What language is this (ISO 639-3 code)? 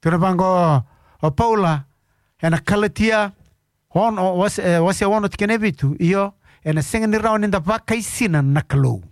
fij